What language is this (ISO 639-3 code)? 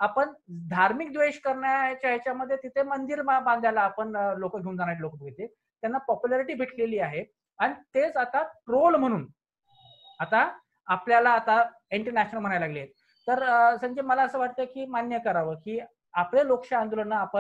mar